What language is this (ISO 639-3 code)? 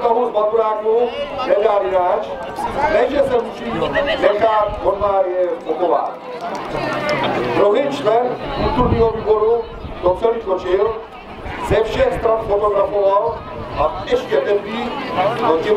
ces